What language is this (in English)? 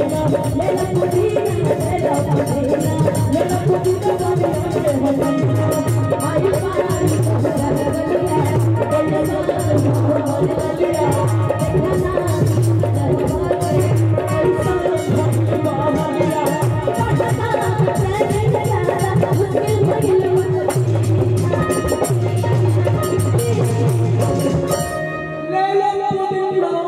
Bhojpuri